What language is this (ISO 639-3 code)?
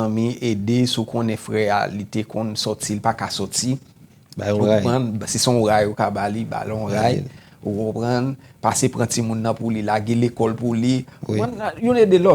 hat